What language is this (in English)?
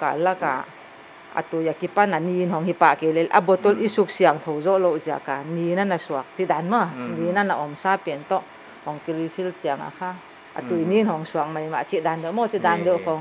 Paite Chin